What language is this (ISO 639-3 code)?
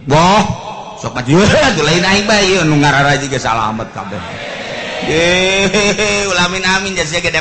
sun